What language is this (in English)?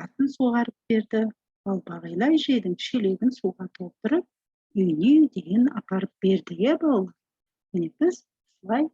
Kazakh